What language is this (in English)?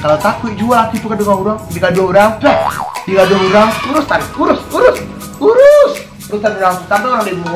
Minangkabau